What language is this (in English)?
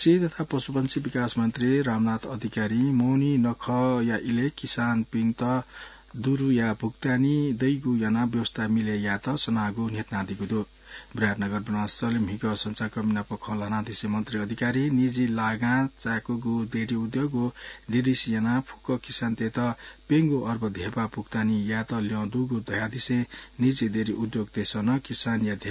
Newari